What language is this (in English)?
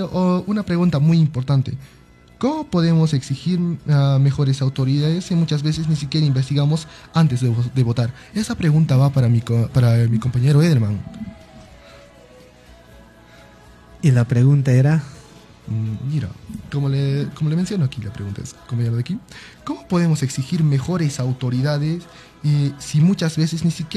Spanish